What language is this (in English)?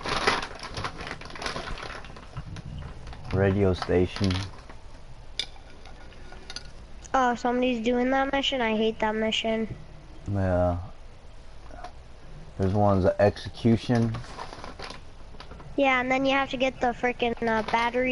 English